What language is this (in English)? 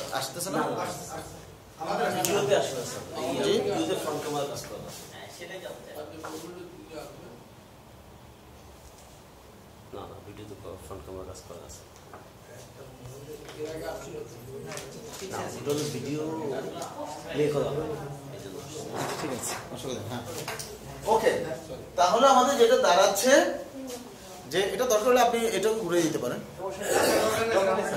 Bangla